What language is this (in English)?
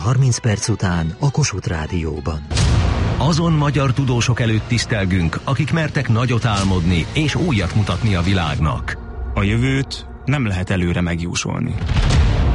Hungarian